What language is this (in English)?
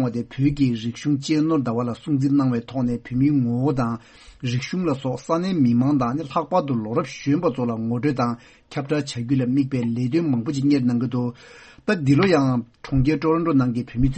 Tibetan